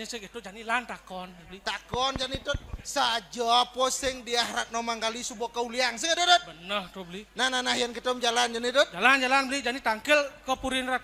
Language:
Balinese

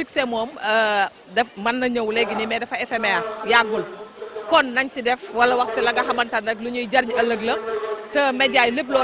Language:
Wolof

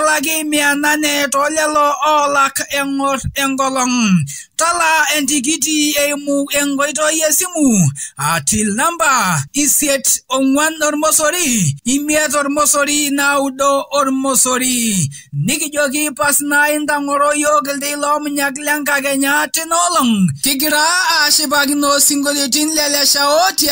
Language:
Masai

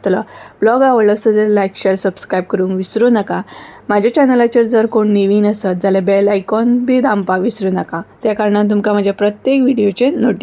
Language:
Konkani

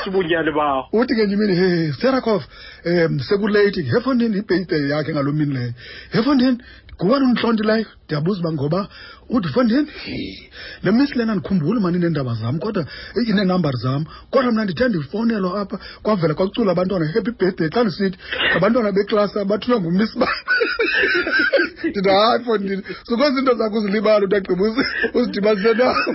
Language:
Xhosa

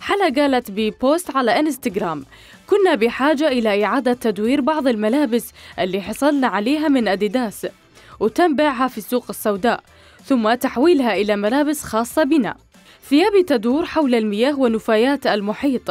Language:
Mesopotamian Arabic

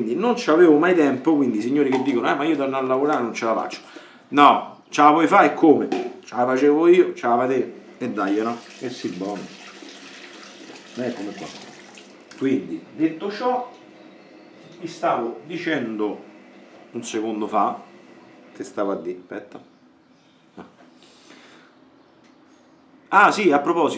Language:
Italian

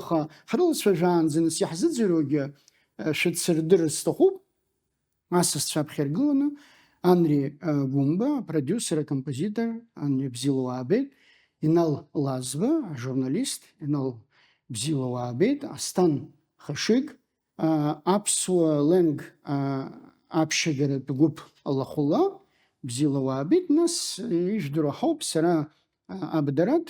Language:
Abkhazian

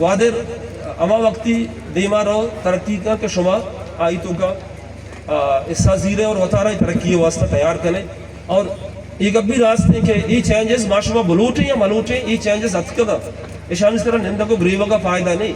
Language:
Baluchi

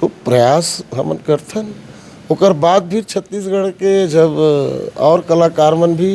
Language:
Chhattisgarhi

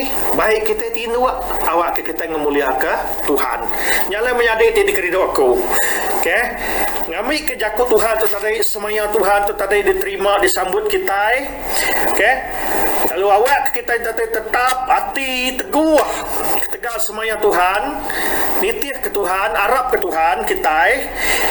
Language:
Iban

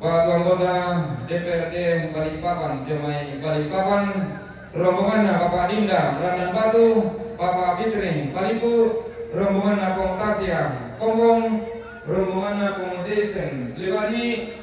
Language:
Toraja-Sa'dan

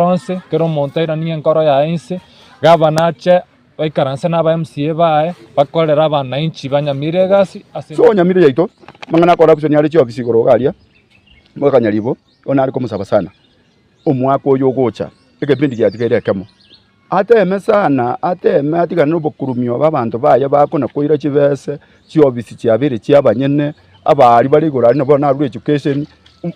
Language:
Gusii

